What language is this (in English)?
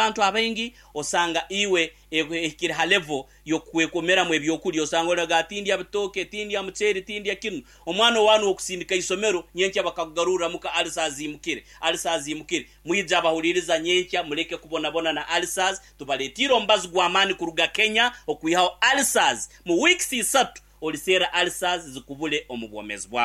Nyankole